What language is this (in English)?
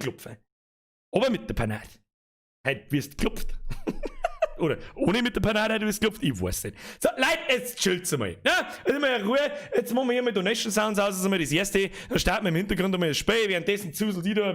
Bavarian